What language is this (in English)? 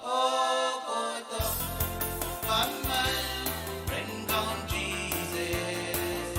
Pohnpeian